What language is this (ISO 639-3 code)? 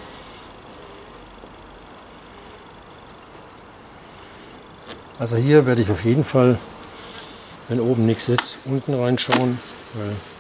deu